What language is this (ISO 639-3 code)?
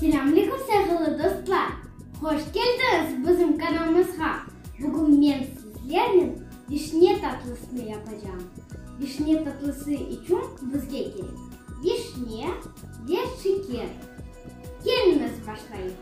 crh